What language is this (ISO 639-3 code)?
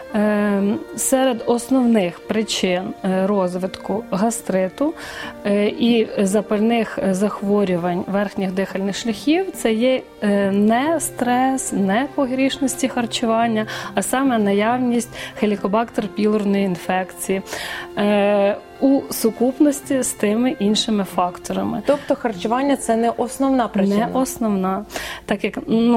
ukr